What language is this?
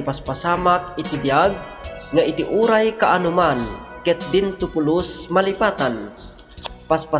Iloko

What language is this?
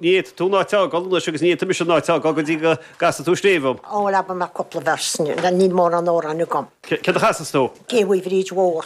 Irish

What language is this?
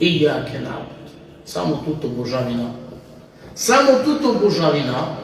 Balkan Romani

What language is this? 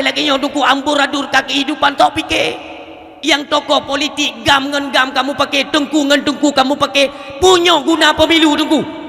Achinese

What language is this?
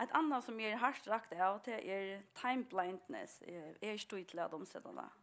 Faroese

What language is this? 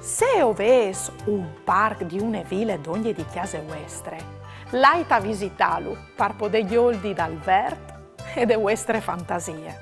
Friulian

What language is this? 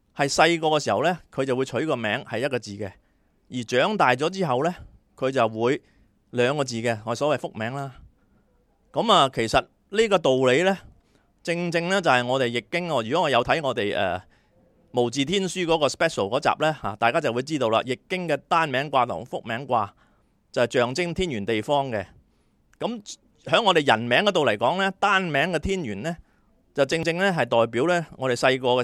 Cantonese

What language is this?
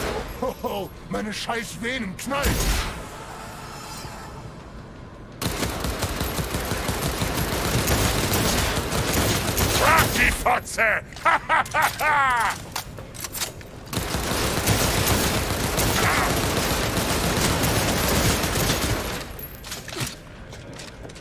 German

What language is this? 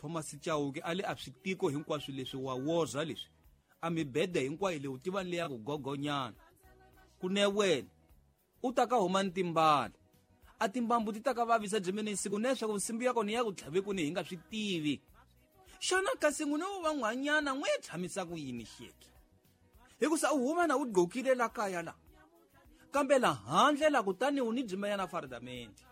Tsonga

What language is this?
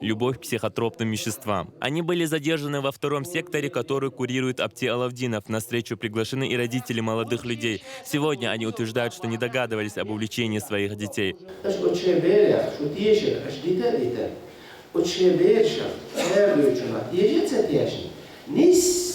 Chechen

